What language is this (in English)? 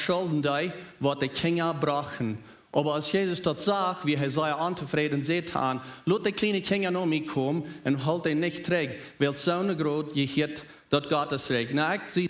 Plautdietsch